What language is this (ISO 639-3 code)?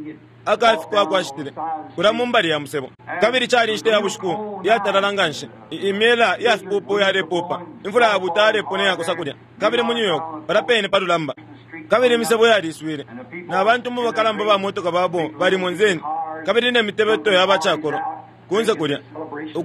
bem